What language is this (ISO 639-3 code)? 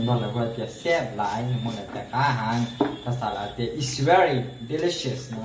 hmn